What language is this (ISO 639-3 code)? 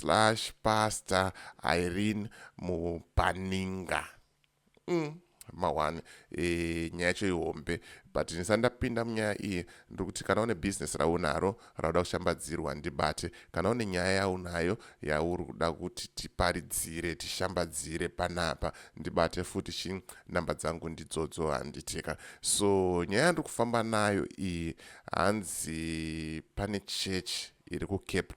sna